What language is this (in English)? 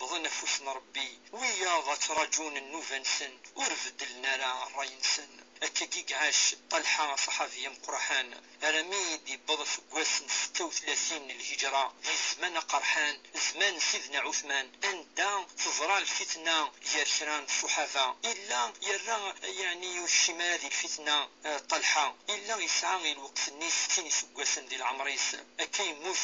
Kabyle